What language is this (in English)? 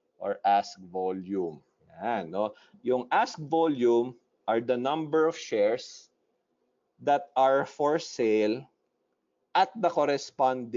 Filipino